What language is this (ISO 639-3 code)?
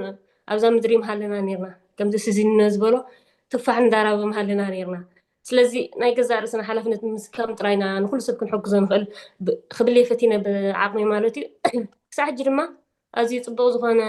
tir